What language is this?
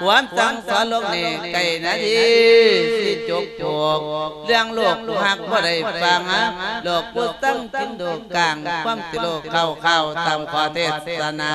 Lao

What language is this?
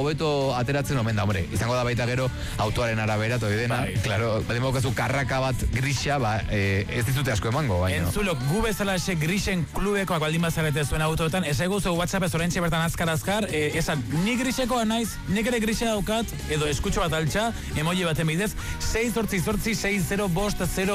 Basque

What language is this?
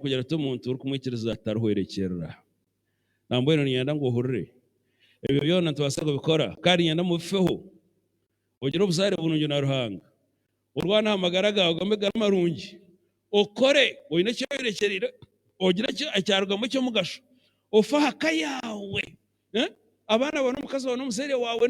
Nyankole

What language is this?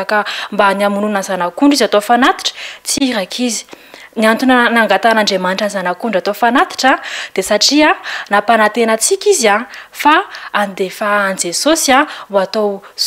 Malagasy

